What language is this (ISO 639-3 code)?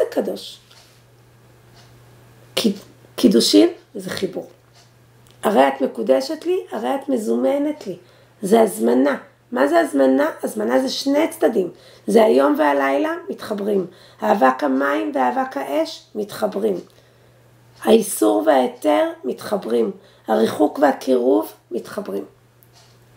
heb